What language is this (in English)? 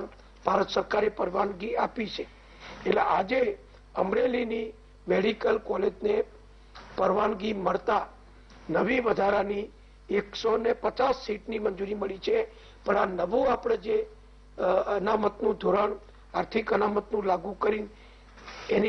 Gujarati